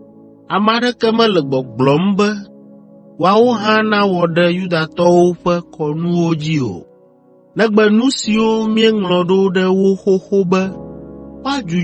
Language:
Ewe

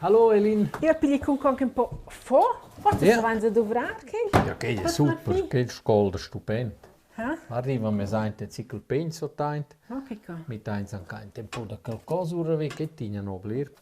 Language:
Romansh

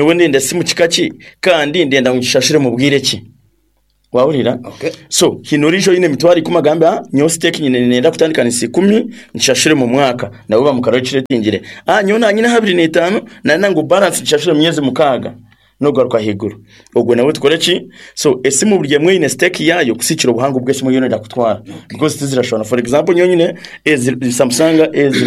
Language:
Nyankole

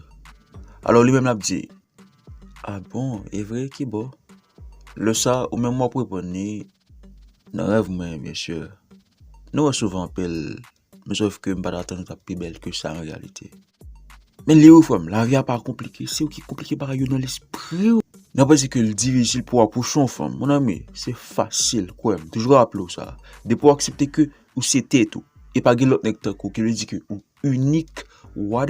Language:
Haitian Creole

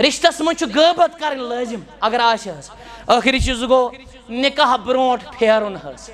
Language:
Kashmiri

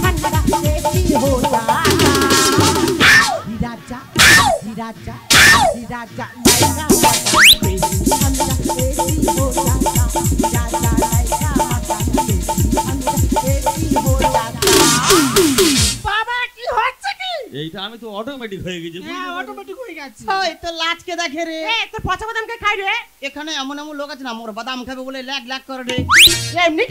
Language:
Bangla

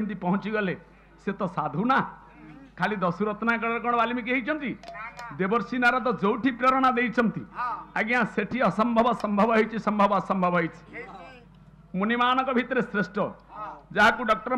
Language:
Odia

